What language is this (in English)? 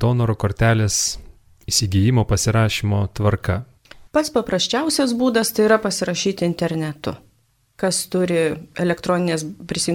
Lithuanian